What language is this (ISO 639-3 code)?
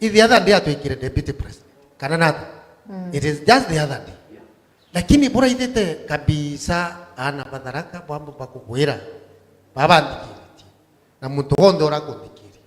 mer